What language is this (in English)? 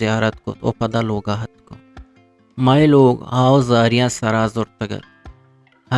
Eastern Balochi